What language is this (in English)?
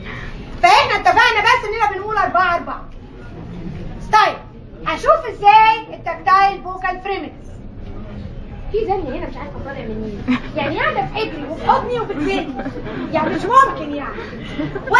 Egyptian Arabic